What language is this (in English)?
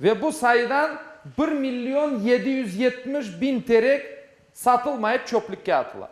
Crimean Tatar